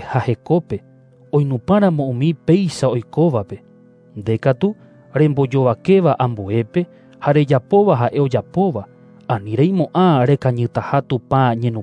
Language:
Guarani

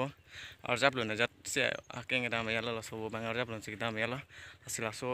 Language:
Karbi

